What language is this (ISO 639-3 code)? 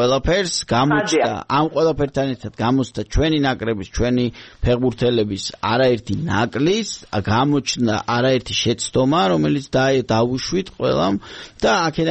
kat